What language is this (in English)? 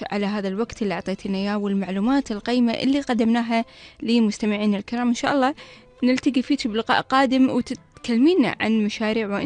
Gulf Arabic